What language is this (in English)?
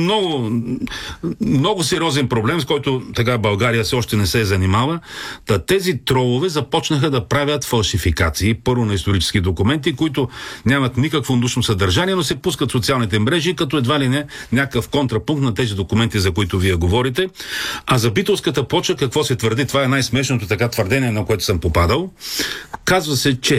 Bulgarian